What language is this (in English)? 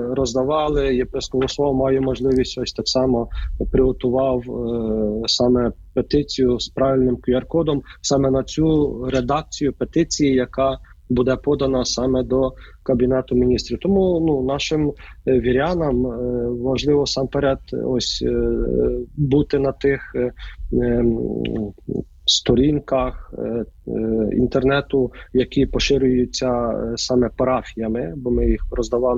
Ukrainian